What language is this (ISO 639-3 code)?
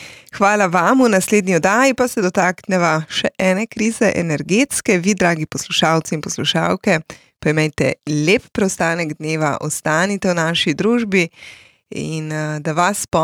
slv